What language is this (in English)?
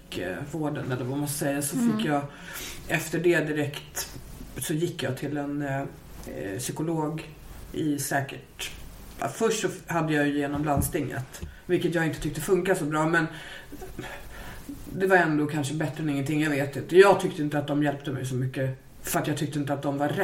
Swedish